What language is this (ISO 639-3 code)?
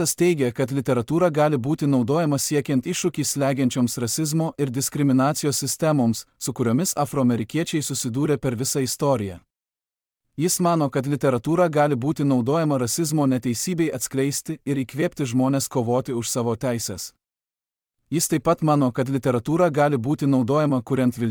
lit